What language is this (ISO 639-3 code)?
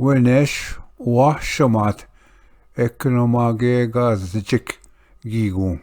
oji